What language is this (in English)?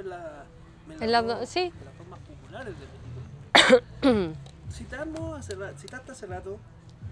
Spanish